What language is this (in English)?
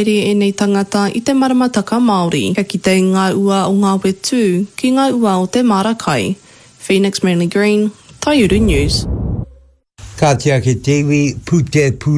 Māori